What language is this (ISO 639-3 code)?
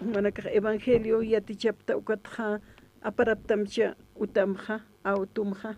aym